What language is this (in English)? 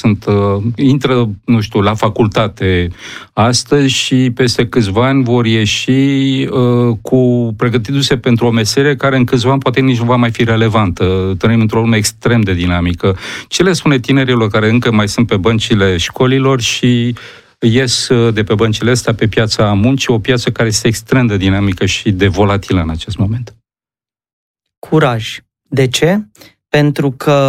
Romanian